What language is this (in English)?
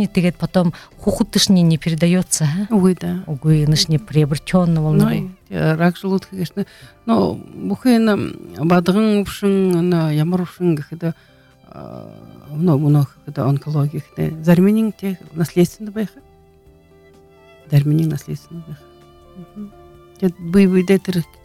Buriat